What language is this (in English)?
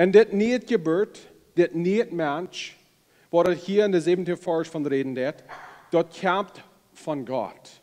Plautdietsch